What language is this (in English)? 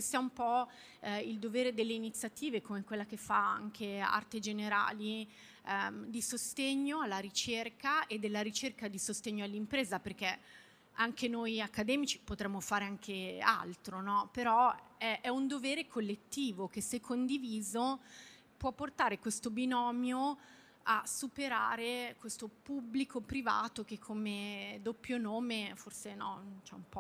Italian